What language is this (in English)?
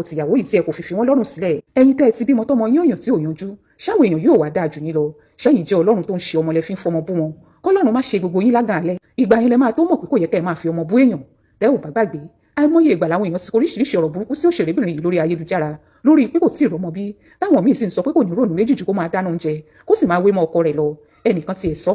Yoruba